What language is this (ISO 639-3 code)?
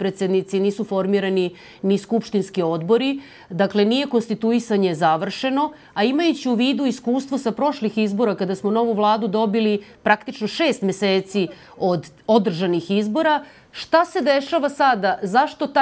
srp